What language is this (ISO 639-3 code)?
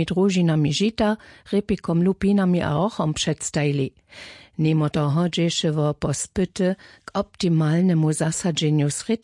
hsb